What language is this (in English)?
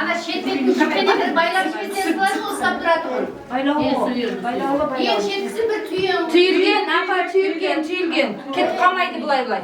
Kara-Kalpak